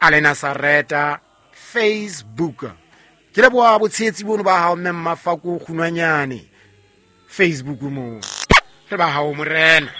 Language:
Southern Sotho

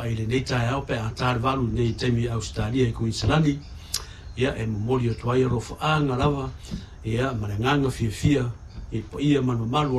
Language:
Samoan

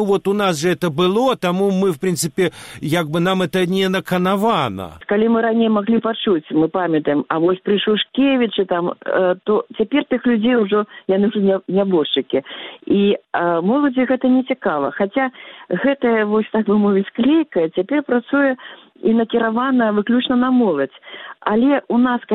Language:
Belarusian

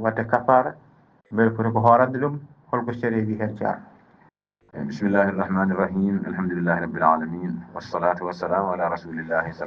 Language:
Fula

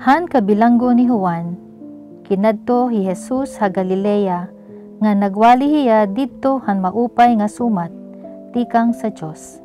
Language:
Waray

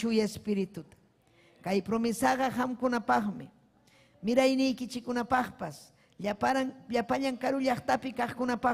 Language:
Ayacucho Quechua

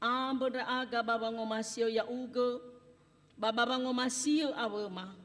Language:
Nias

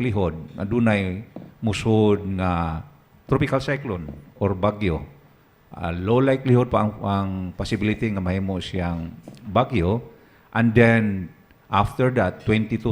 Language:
Cebuano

